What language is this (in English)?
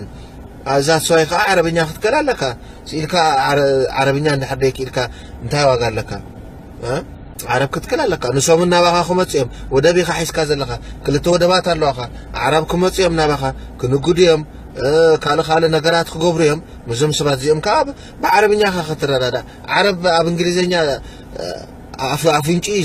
Tigrinya